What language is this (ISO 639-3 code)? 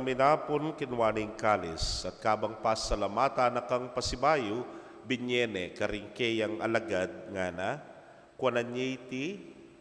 pam